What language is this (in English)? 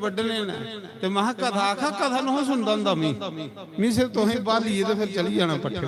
Dogri